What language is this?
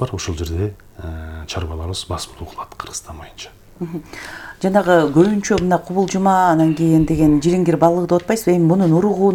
Kyrgyz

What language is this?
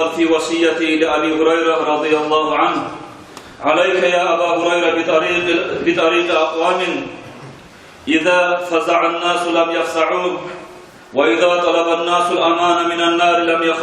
Kumyk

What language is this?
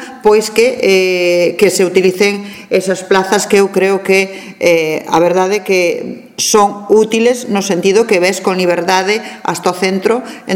Galician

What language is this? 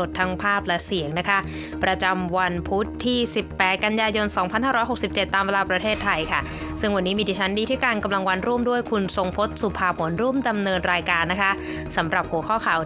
Thai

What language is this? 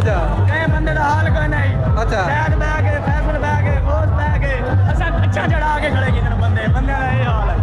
Saraiki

